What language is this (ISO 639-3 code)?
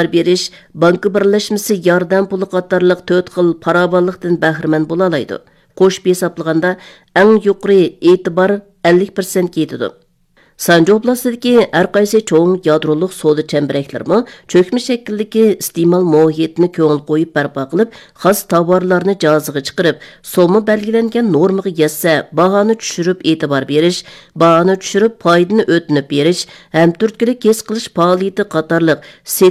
uig